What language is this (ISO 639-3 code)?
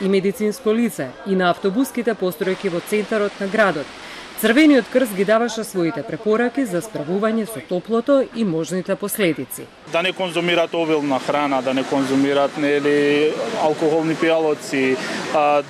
mkd